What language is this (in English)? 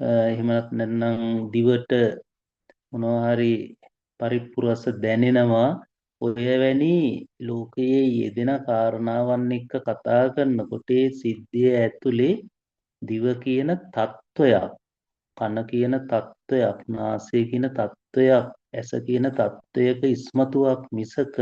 Sinhala